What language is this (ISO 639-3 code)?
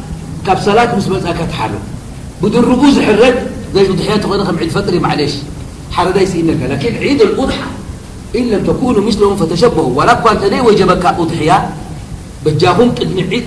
tir